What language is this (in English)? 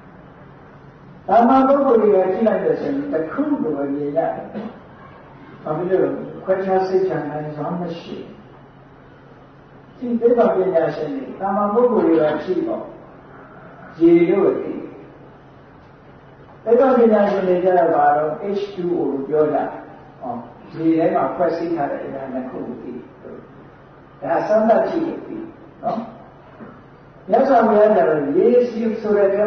Burmese